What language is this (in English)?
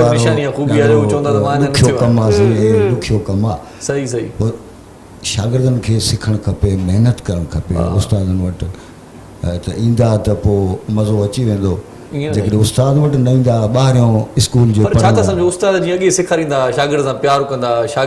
Sindhi